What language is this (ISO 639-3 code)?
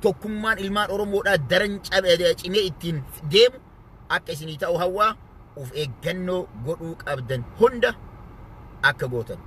orm